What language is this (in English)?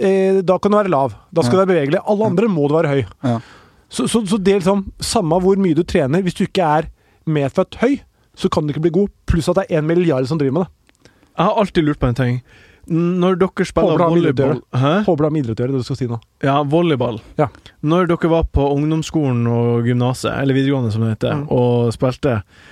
Norwegian